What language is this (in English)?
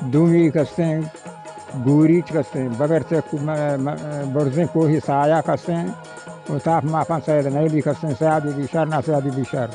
Baluchi